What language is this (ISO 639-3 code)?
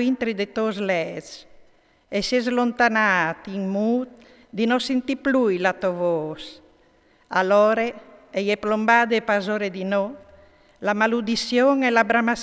fur